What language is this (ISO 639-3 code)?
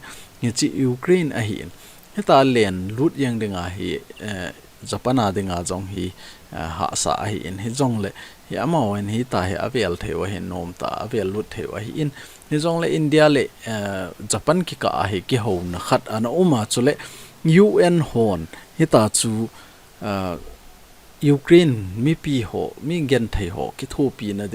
tcz